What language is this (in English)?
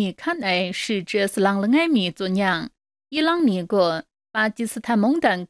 Kachin